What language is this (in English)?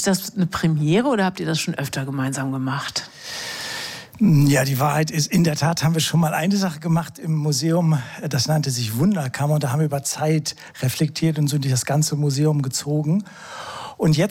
German